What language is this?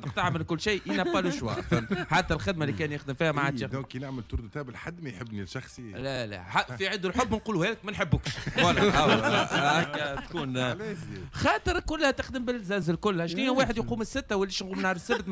Tunisian Arabic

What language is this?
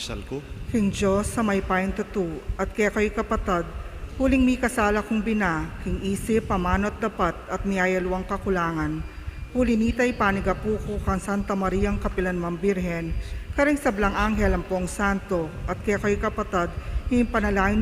Pampanga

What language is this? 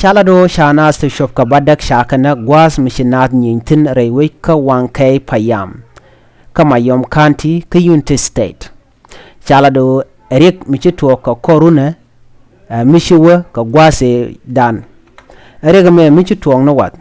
Nuer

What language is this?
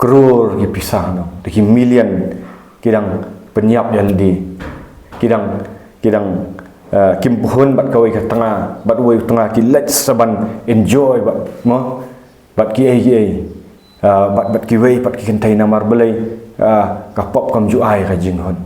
Khasi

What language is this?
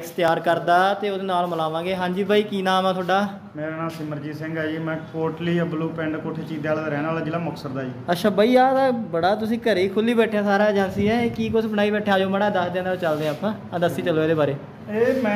Punjabi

